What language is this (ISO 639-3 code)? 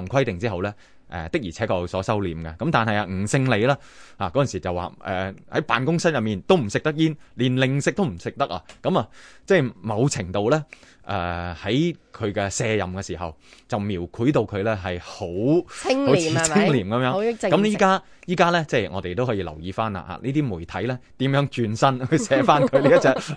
yue